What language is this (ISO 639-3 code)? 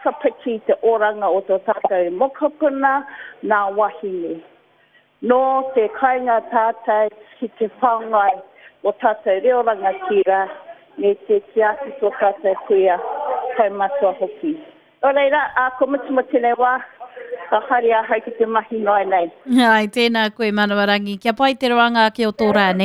mri